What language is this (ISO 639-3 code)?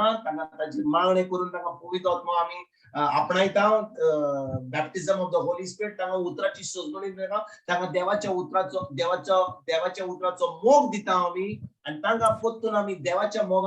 kok